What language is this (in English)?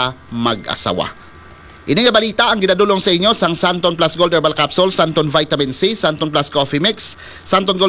Hiligaynon